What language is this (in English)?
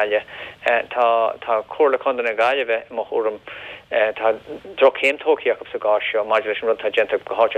Irish